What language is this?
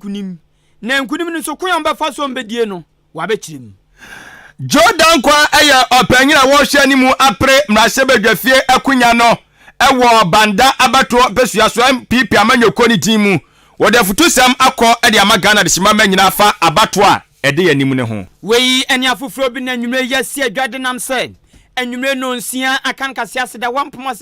Akan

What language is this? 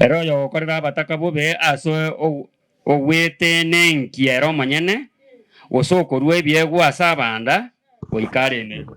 Gusii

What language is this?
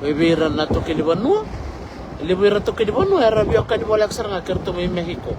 Fijian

